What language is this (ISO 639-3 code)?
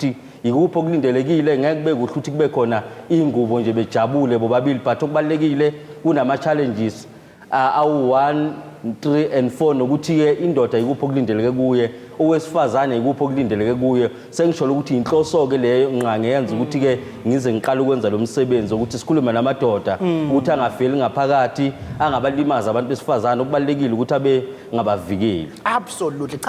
zul